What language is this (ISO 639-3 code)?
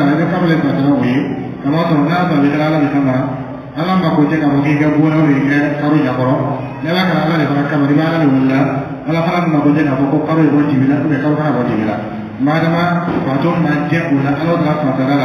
dyu